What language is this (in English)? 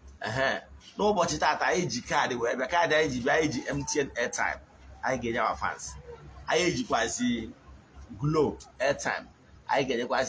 Igbo